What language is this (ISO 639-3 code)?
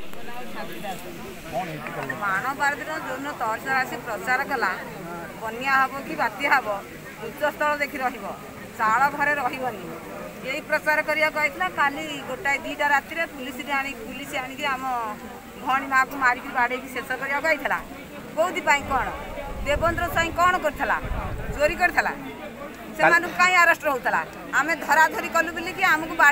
ori